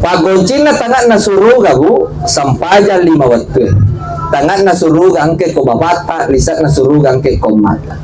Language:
Buginese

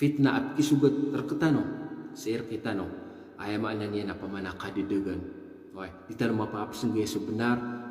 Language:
Maranao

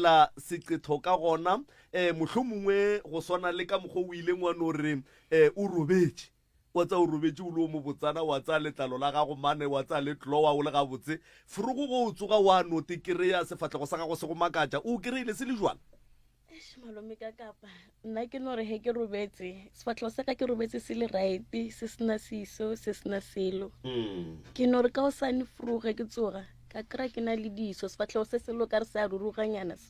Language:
Northern Sotho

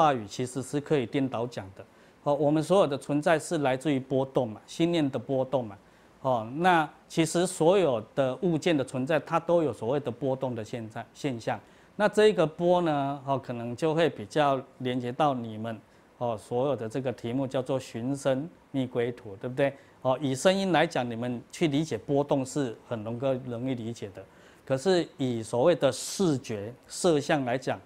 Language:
Chinese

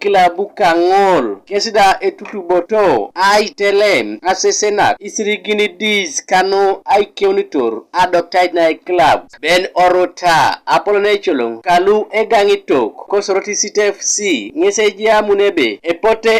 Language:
Teso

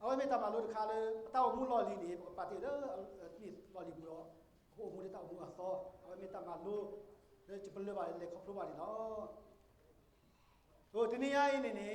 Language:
S'gaw Karen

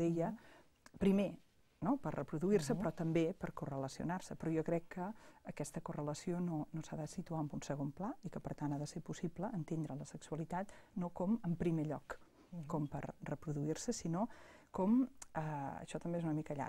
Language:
Catalan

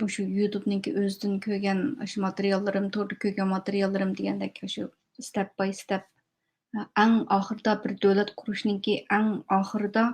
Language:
Uyghur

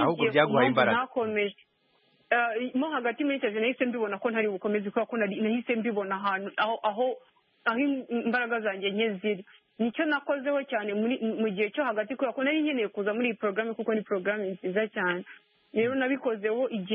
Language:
Kinyarwanda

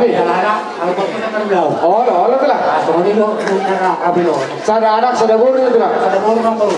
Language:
Batak Toba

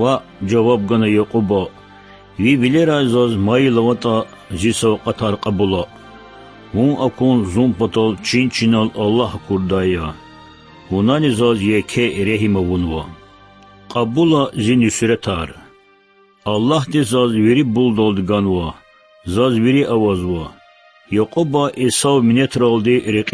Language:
Lezghian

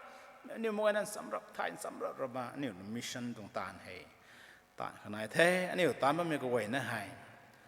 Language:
Rongmei Naga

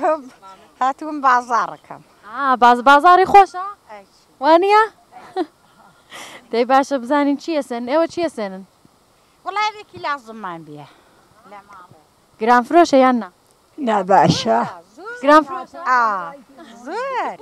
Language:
Central Kurdish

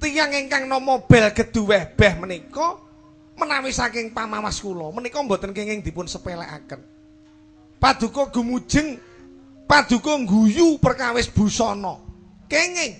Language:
Javanese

